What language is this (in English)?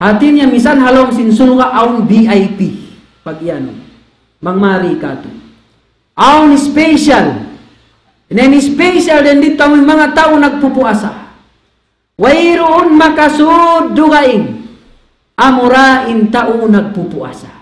Tausug